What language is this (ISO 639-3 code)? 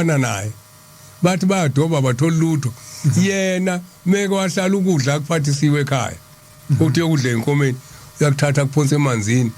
zul